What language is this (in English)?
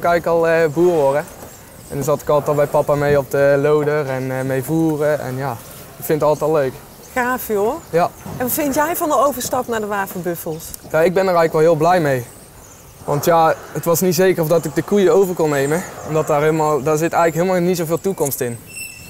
Dutch